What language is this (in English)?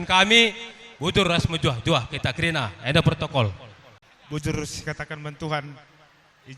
Batak Karo